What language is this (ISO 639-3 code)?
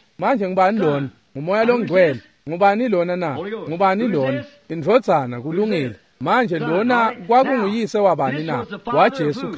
ssw